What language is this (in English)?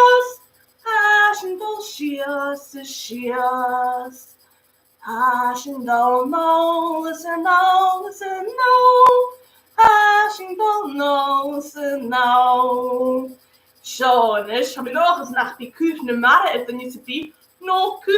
Scottish Gaelic